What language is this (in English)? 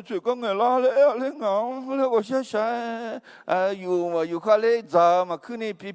Akha